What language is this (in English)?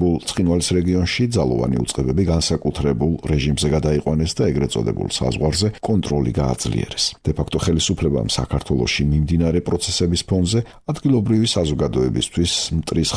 Georgian